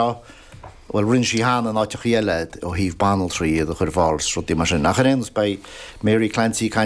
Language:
Irish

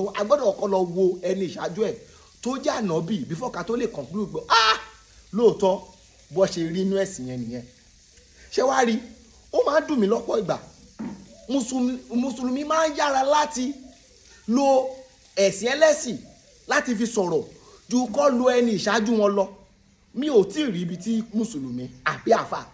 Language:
Yoruba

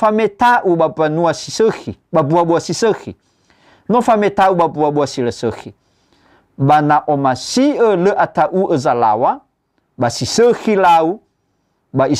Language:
Nias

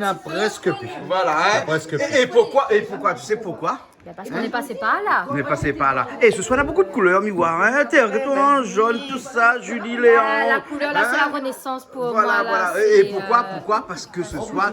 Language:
Réunion Creole French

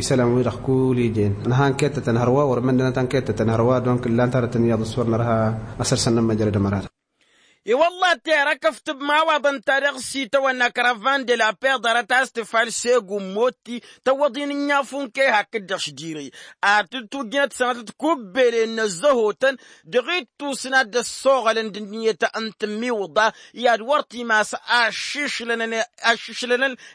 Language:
Tamasheq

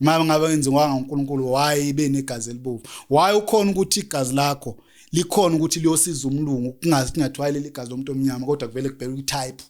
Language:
Zulu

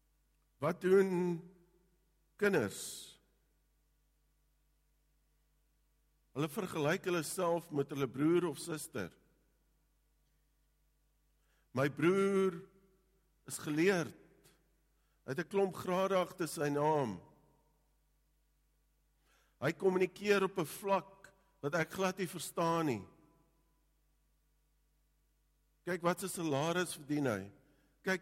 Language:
Afrikaans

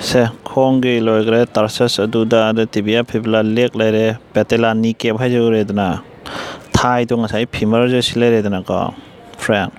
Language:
Manipuri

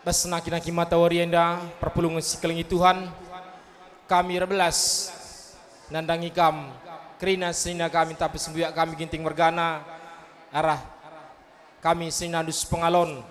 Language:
Batak Karo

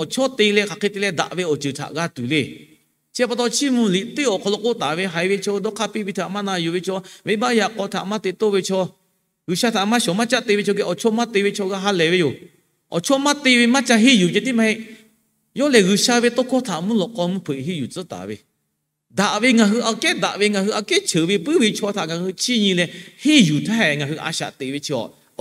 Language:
Lahu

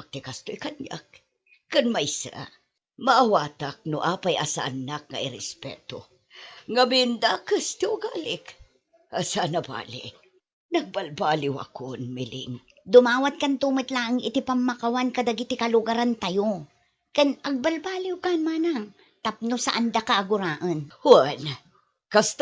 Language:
Iloko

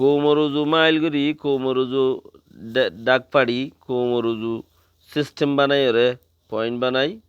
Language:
Rohingya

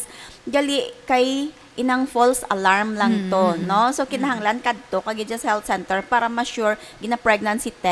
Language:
Hiligaynon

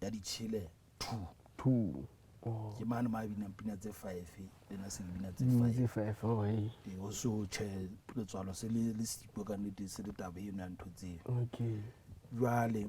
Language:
Southern Sotho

